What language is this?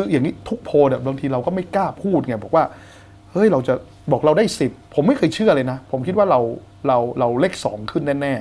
Thai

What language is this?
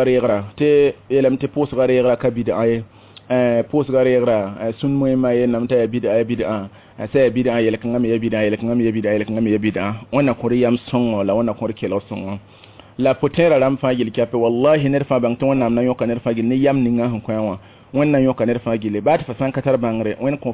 Mossi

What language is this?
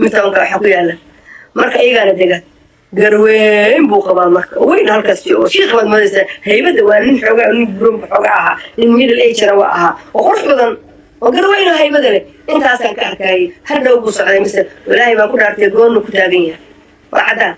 Somali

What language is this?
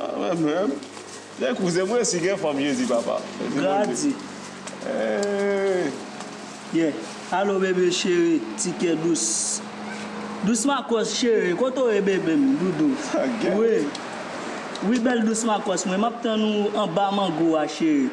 Haitian Creole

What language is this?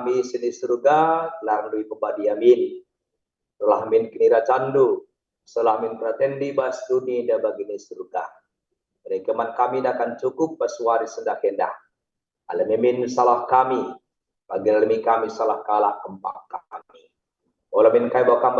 Batak Karo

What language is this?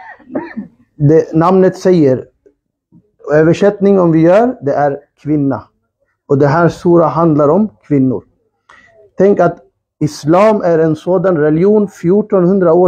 Swedish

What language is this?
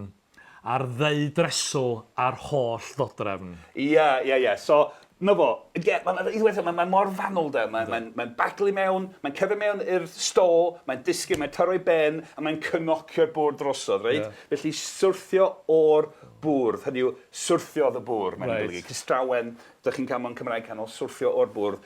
Welsh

